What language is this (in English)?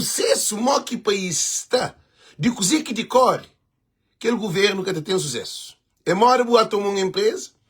Kabuverdianu